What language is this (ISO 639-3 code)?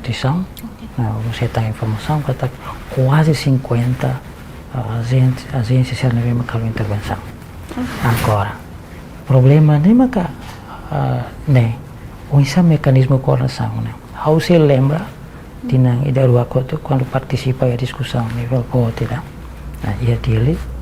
tet